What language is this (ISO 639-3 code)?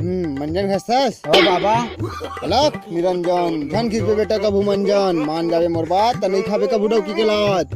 hne